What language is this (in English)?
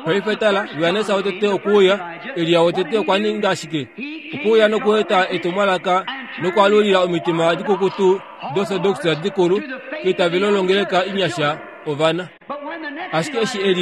Kuanyama